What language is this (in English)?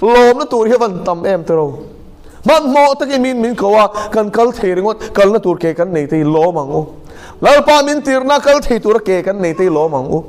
Mizo